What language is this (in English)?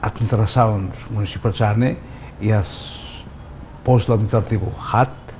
Tetum